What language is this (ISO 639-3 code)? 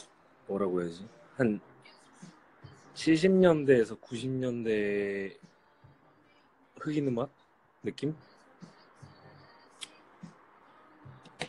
kor